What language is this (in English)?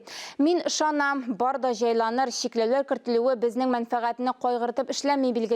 Tatar